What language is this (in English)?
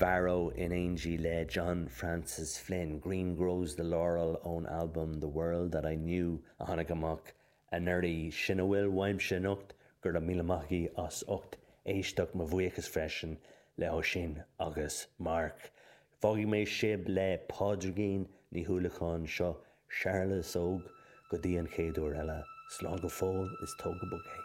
Irish